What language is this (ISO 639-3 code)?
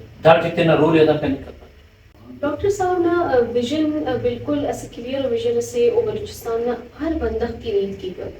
brh